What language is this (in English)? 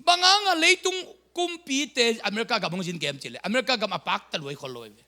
Tedim Chin